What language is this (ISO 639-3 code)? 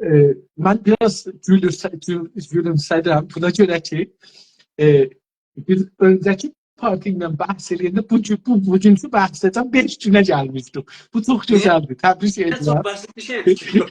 azb